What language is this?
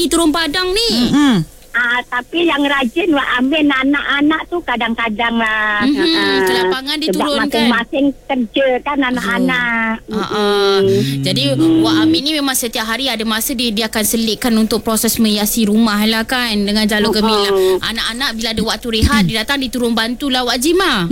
Malay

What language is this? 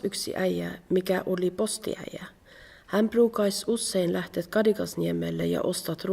Kven Finnish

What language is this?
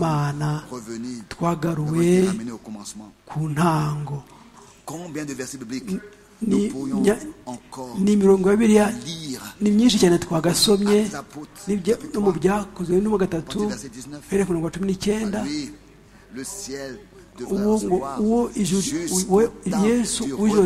Kinyarwanda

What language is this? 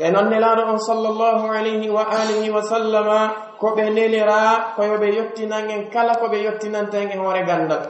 Pular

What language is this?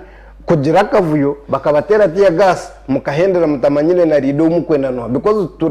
Nyankole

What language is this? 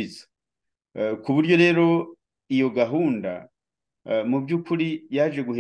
Kinyarwanda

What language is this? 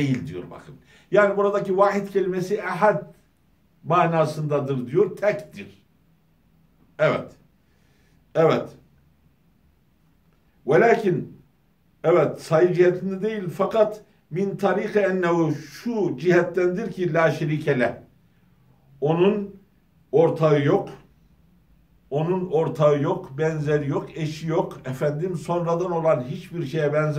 Turkish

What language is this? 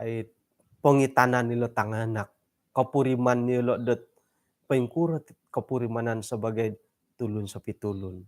Central Dusun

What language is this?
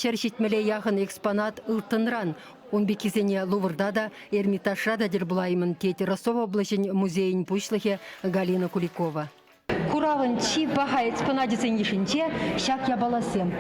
Chuvash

